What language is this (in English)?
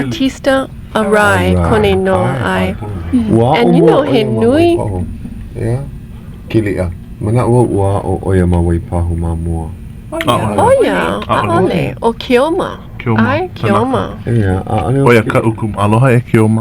Hawaiian